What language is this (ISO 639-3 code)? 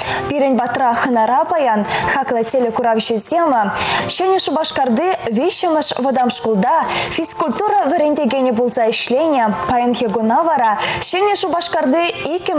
chv